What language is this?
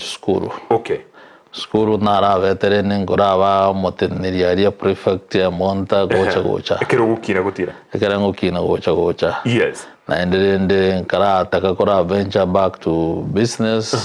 Gusii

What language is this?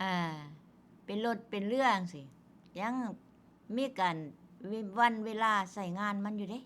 Northeastern Thai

